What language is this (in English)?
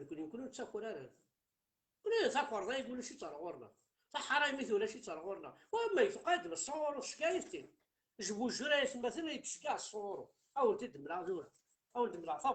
Kabyle